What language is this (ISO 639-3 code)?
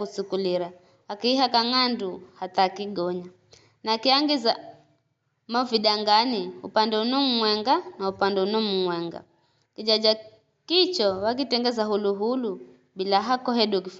nyf